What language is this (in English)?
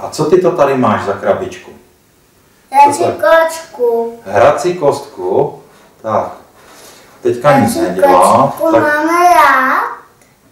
Czech